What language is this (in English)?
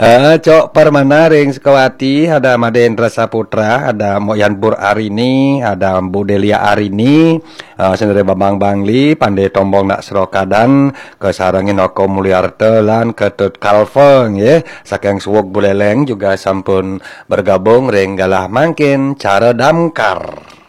Balinese